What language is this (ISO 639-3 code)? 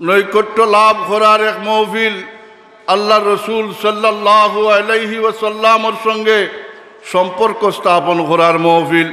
syl